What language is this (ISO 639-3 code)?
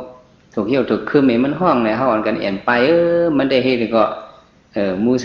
shn